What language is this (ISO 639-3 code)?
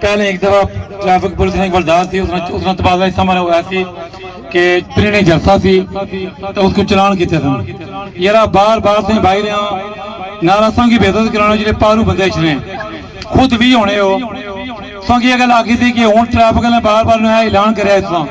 phr